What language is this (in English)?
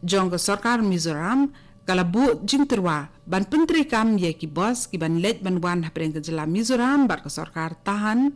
Khasi